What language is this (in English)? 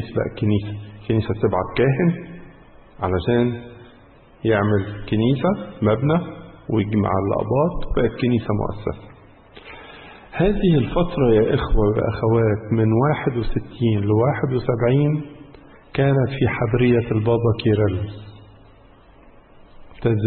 Egyptian Arabic